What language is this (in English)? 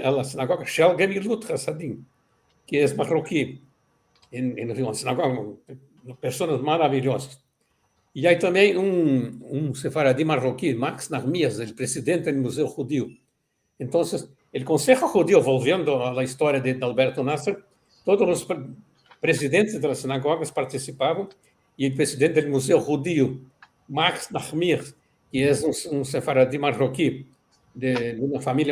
Ladino